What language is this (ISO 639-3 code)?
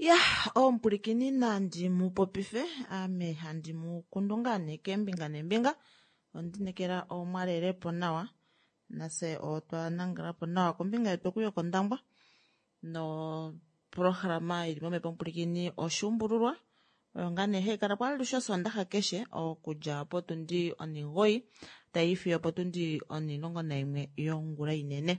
kua